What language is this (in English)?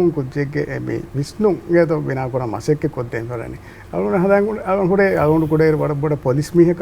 Divehi